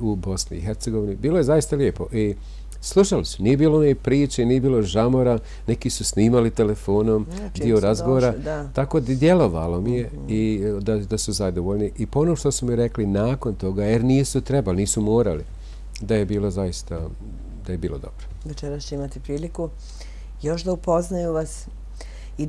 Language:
Bosnian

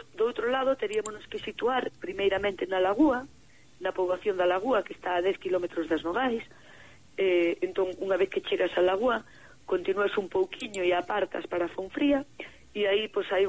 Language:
Galician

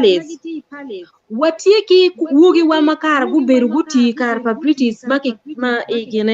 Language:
Acoli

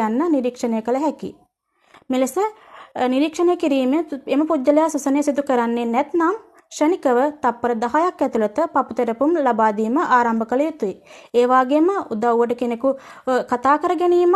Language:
Sinhala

